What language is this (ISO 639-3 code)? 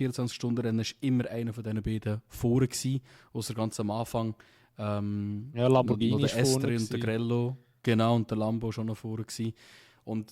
gsw